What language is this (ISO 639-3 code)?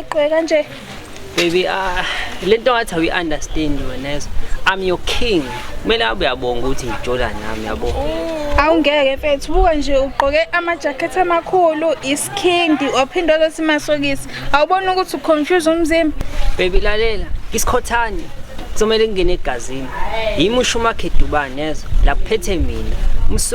zul